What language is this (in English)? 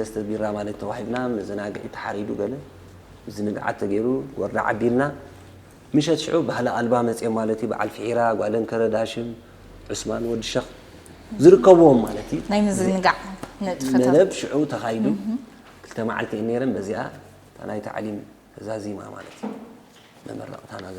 Tigrinya